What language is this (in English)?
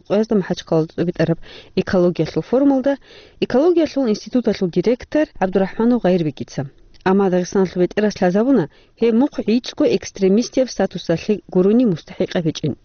Avaric